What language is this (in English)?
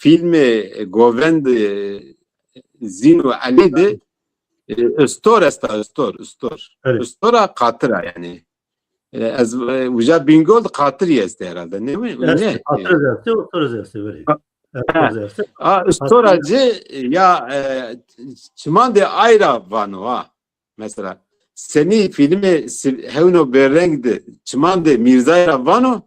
Zaza